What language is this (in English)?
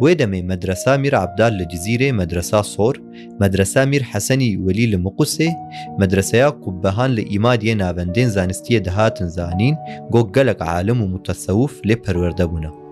Kurdish